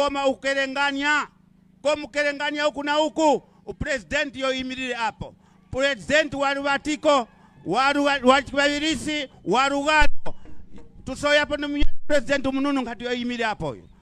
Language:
Nyanja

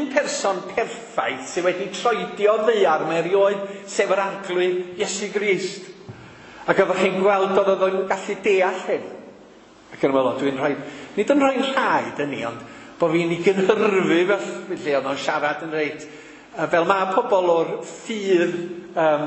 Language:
Welsh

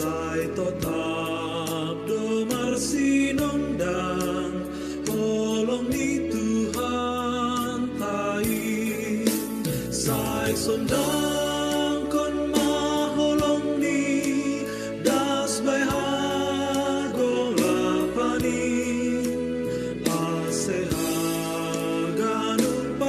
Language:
Batak Simalungun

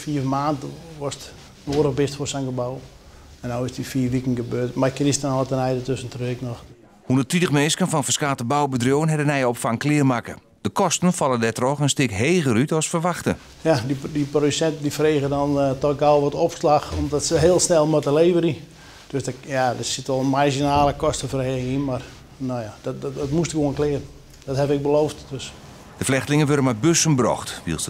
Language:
Western Frisian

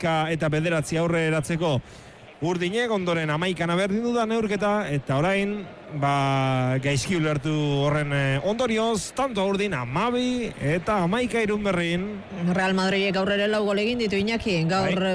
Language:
Basque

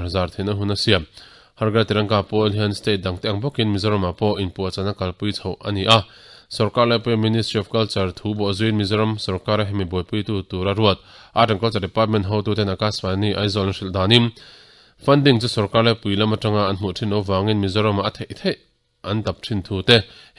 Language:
Mizo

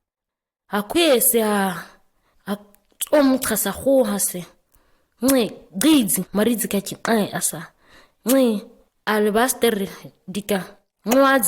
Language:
ǁGana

